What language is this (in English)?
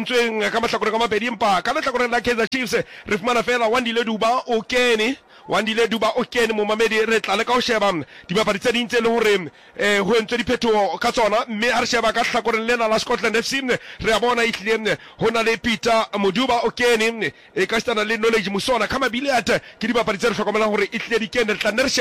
Southern Sotho